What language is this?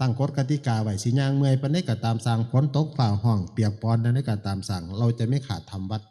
Northeastern Thai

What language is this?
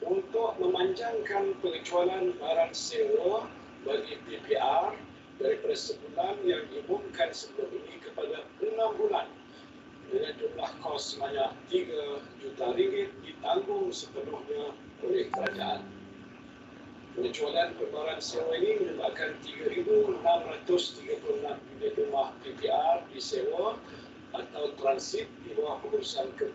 Malay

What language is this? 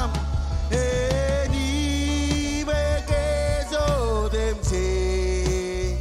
Marshallese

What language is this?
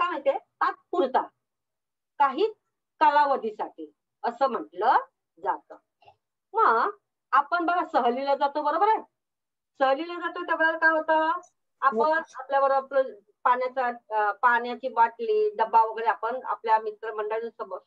Marathi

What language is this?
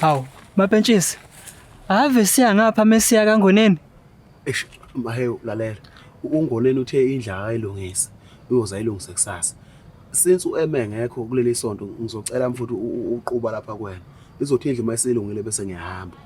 Zulu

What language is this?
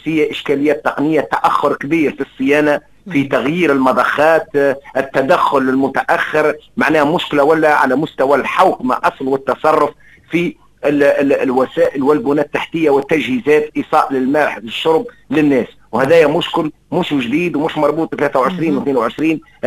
Tunisian Arabic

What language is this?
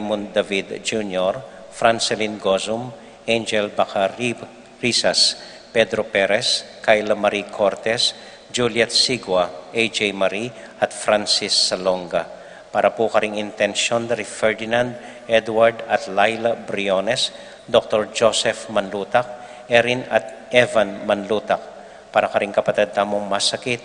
Pampanga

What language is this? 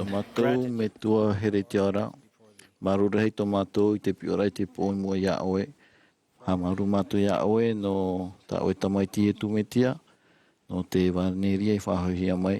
Tahitian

